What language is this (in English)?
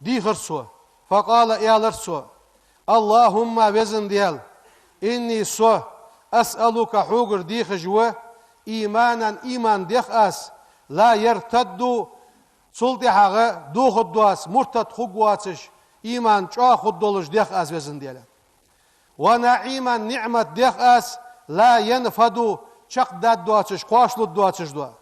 Ingush